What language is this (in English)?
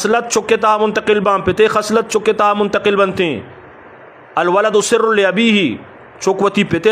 Eastern Balochi